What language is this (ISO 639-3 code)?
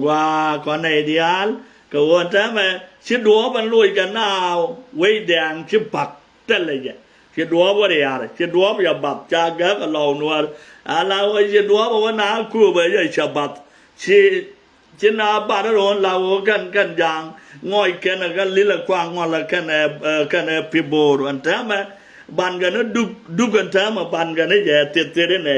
nus